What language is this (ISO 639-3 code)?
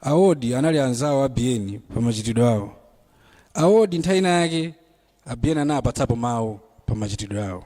nya